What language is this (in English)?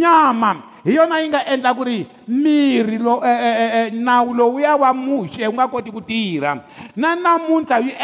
Tsonga